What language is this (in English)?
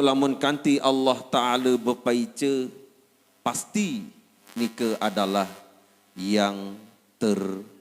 Sasak